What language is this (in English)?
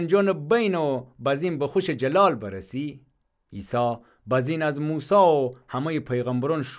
Gilaki